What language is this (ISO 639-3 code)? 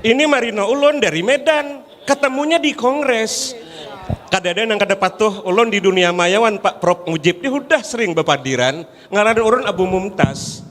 bjn